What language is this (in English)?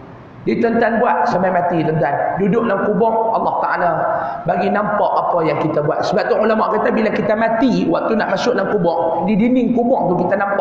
Malay